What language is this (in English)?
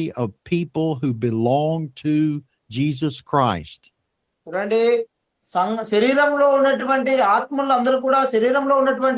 Telugu